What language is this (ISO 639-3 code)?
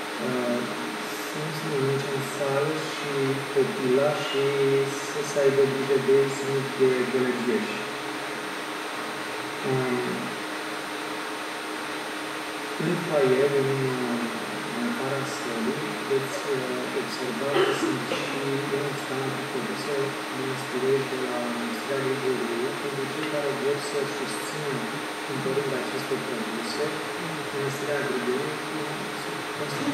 ron